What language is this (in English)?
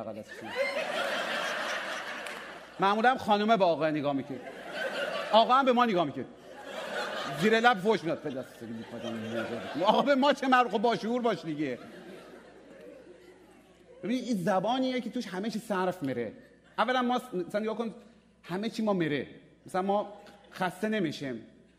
Persian